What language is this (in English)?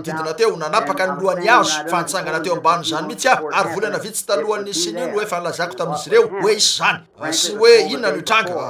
Malagasy